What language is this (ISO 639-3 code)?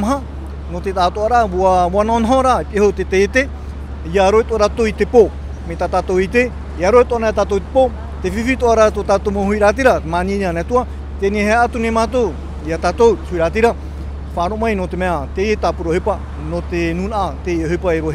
tah